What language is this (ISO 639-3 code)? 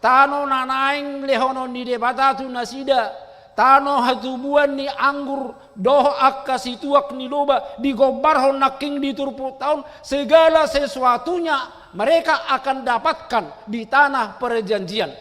bbc